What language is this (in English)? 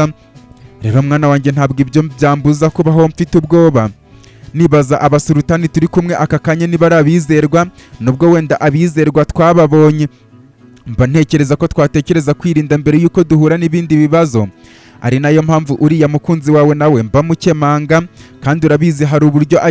Kinyarwanda